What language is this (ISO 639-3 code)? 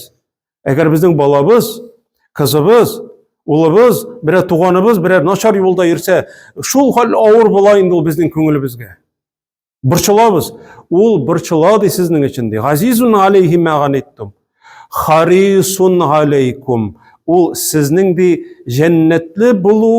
tat